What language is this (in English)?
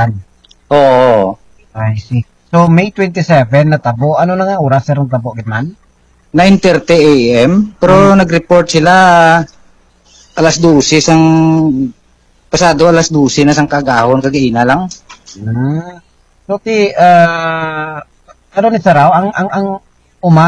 Hiligaynon